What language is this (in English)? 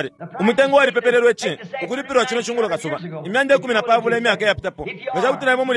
Bemba